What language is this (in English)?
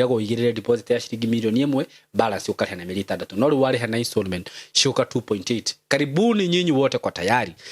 Kikuyu